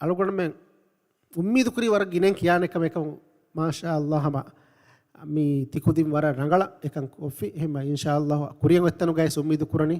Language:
Divehi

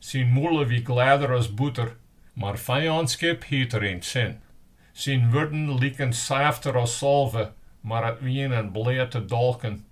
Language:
Western Frisian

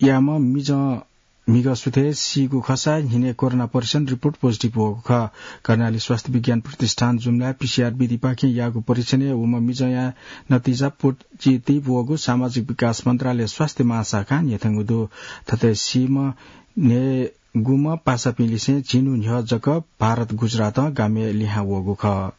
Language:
Newari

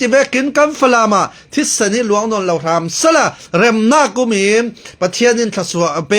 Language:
Falam Chin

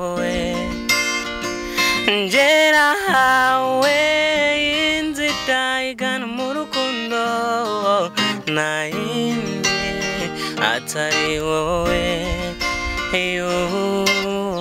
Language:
Kinyarwanda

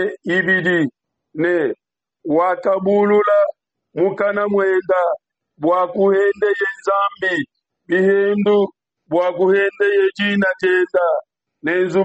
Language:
Luba-Lulua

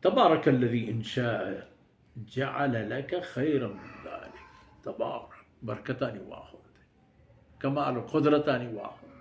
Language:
Baluchi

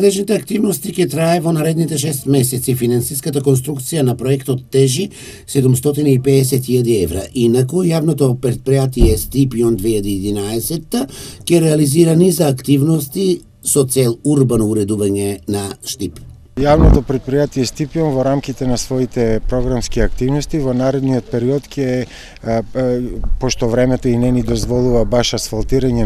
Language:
Macedonian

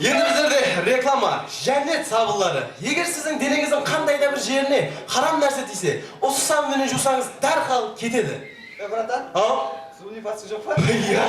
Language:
Kara-Kalpak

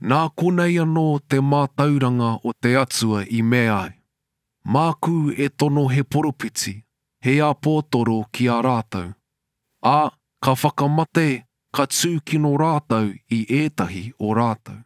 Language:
Māori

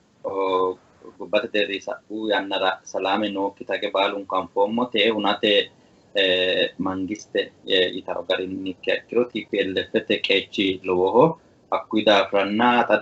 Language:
Sidamo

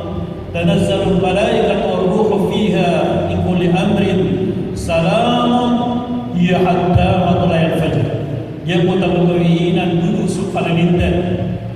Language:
Maranao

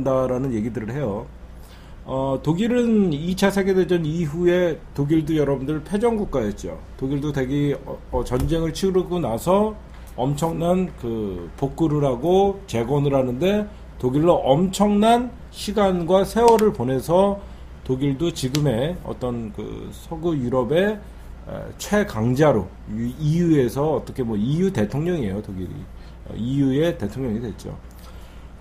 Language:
Korean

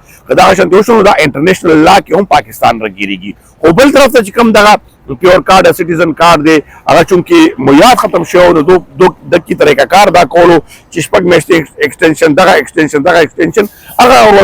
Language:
Pashto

